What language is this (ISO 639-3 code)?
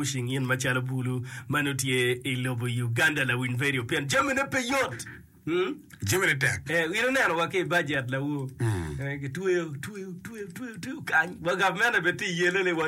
ach